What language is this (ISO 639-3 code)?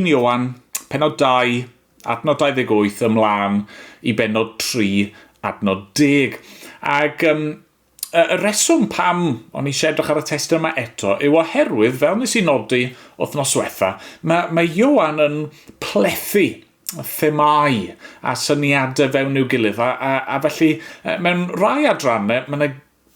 cym